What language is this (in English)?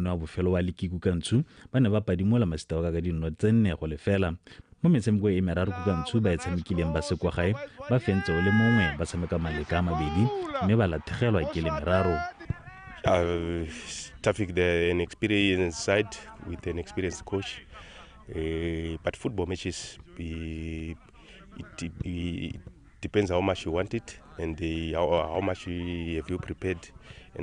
Tswana